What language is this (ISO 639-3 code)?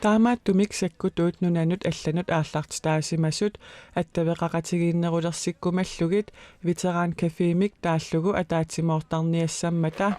kal